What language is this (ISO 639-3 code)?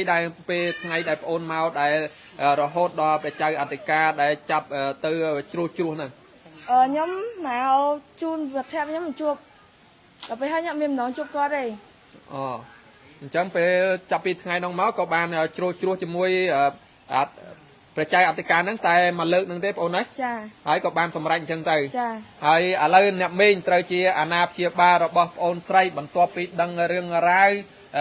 khm